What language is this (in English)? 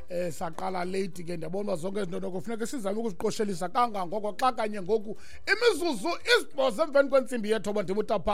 Xhosa